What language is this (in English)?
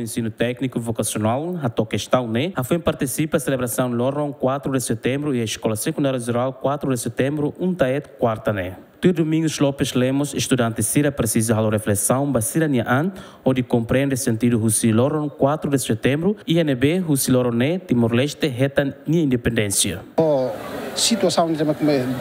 Tetum